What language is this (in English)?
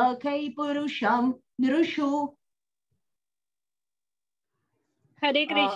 Marathi